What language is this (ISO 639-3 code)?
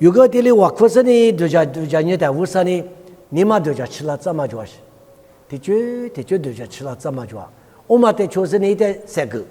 lis